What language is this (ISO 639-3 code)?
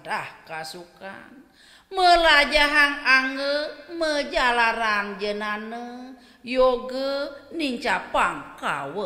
ban